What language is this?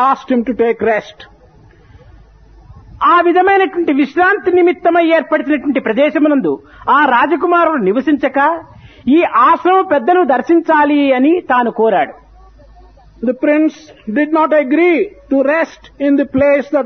Telugu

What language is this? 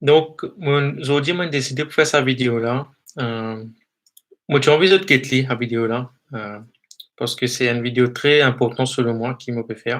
Morisyen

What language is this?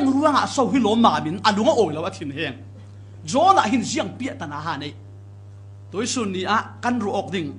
Falam Chin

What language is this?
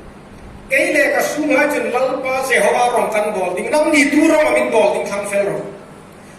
Hmar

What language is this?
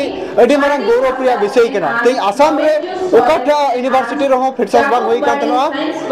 Santali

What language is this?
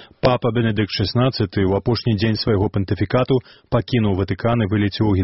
Belarusian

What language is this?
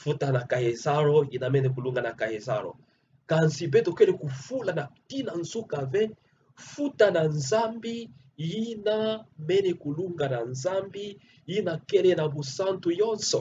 Kituba (Democratic Republic of Congo)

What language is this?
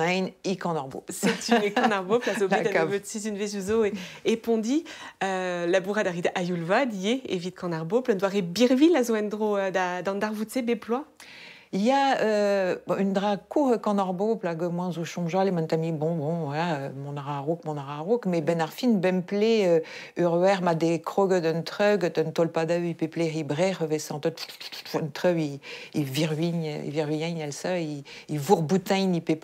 Breton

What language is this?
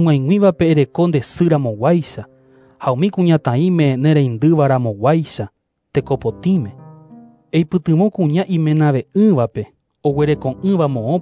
Guarani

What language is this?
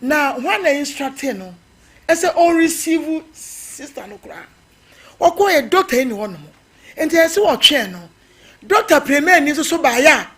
Akan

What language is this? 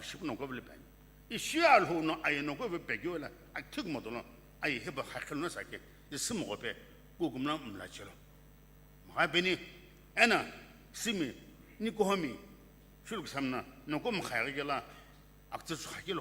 Sumi Naga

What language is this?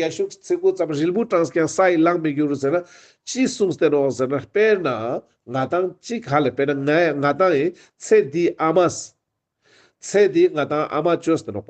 Ladakhi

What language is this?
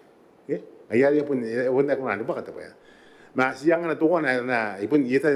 Gilbertese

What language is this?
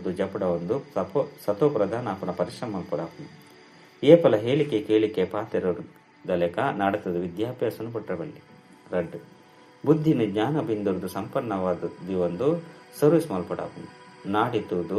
Tulu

